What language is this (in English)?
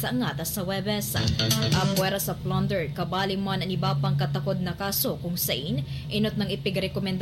Bikol